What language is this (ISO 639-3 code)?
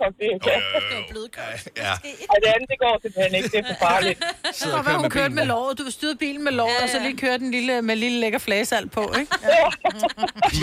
dan